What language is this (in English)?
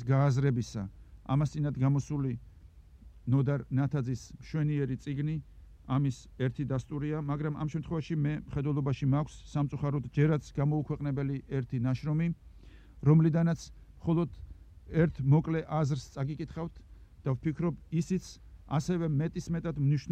Georgian